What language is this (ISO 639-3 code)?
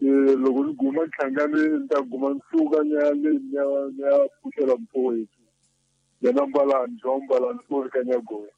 tso